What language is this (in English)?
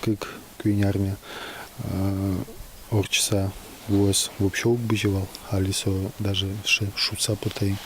Udmurt